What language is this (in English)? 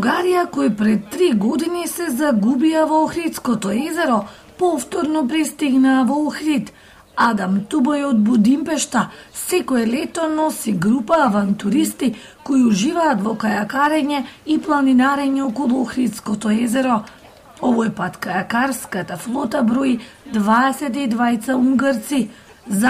Macedonian